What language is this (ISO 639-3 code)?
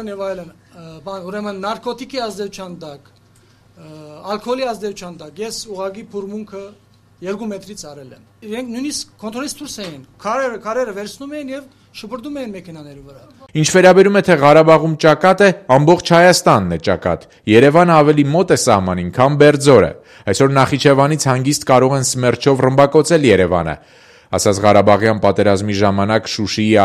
hye